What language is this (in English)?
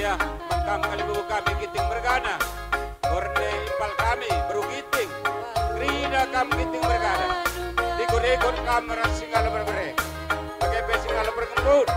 Batak Karo